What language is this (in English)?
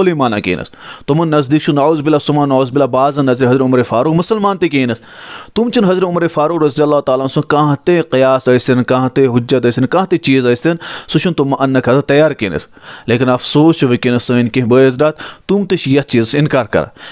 Kashmiri